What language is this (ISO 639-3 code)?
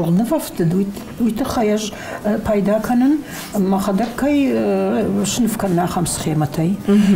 oss